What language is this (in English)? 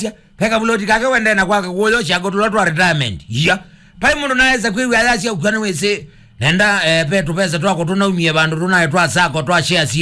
Kamba